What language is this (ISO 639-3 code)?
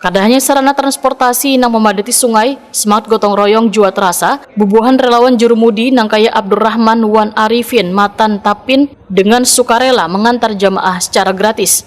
bjn